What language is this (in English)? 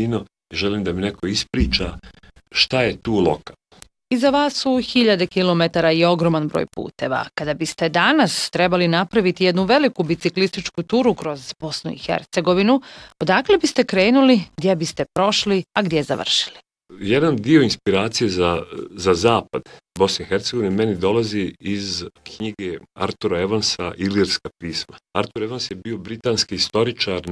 Bosnian